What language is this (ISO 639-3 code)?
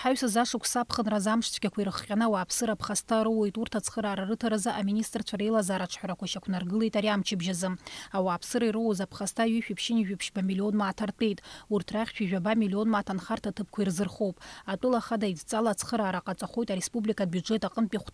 abk